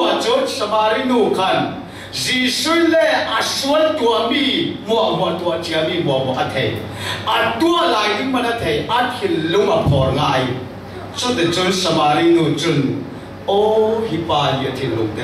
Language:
Falam Chin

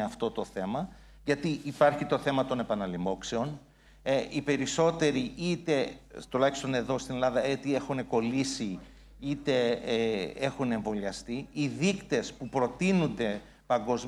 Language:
Greek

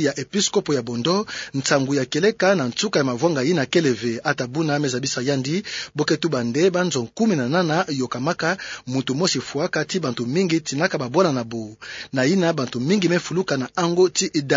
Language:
Kituba (Democratic Republic of Congo)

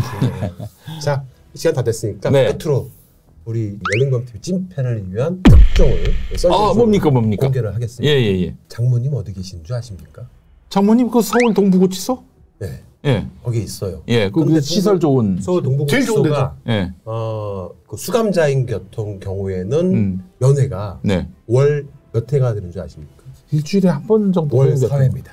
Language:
Korean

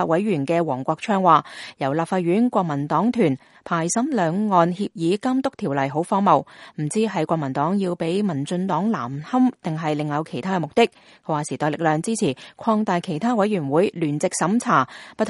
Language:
Cantonese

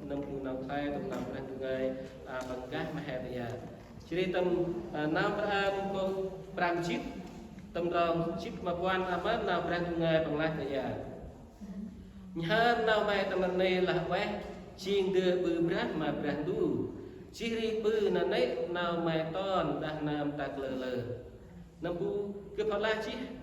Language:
Central Mnong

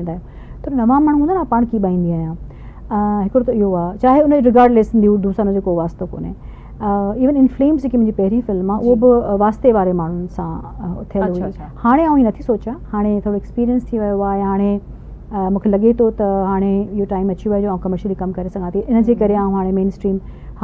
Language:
Sindhi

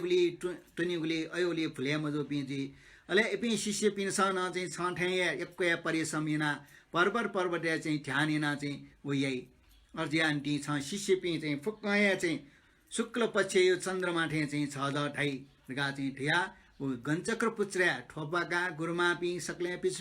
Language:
Newari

